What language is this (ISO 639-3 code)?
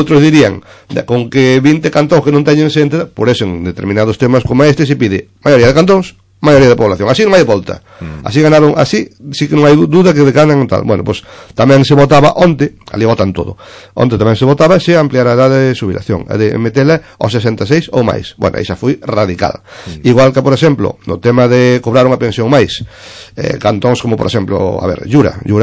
glg